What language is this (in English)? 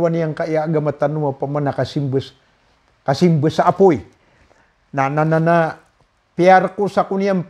Maranao